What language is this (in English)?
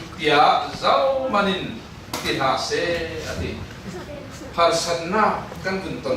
Falam Chin